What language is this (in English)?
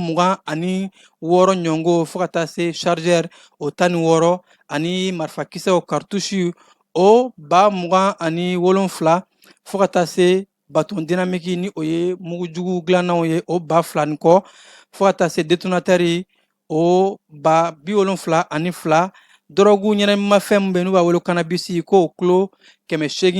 Bambara